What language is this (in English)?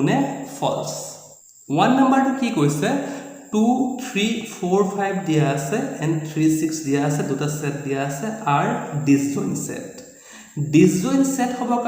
Assamese